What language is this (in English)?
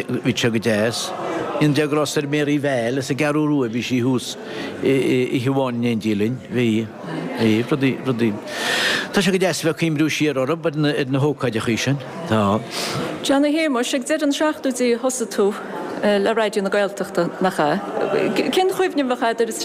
Irish